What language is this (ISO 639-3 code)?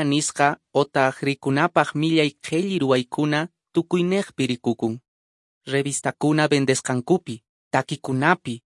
que